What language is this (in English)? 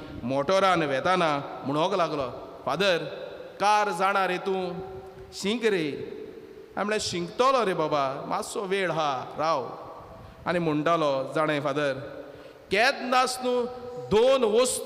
Konkani